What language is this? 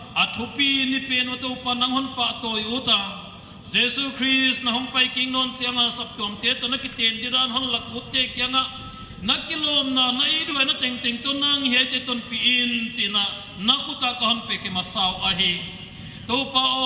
Paite Chin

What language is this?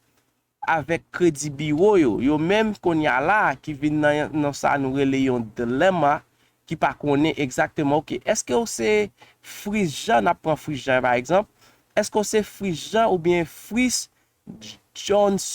Haitian Creole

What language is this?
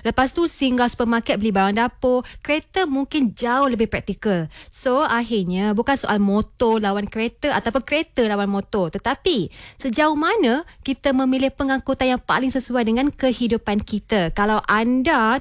Malay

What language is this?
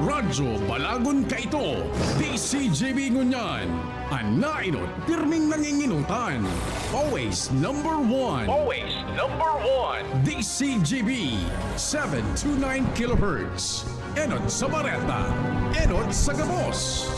Bikol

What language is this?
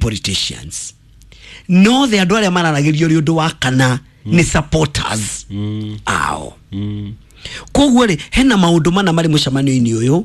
Kikuyu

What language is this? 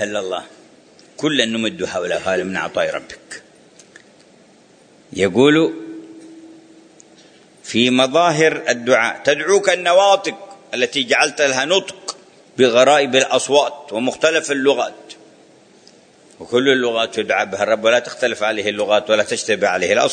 Arabic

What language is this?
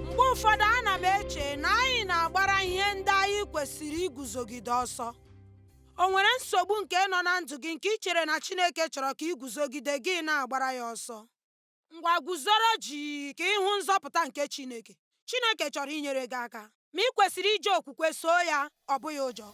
Igbo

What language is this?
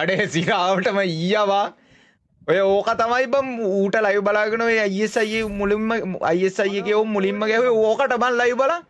Sinhala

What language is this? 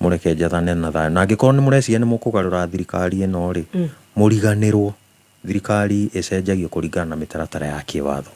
Kikuyu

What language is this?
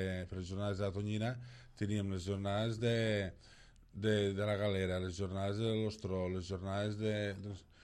Catalan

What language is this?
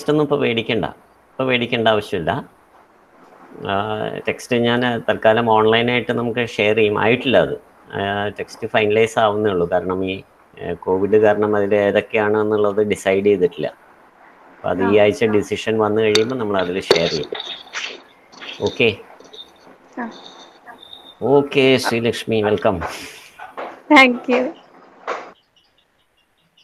Malayalam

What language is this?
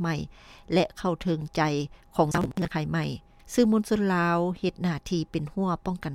Lao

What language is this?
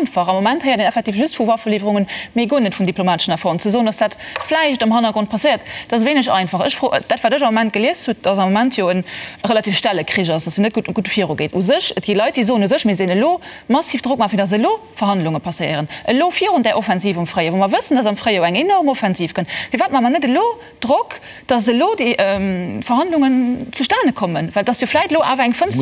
Luxembourgish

